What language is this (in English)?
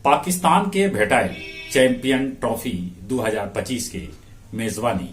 Magahi